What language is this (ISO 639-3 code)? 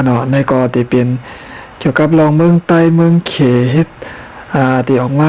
shn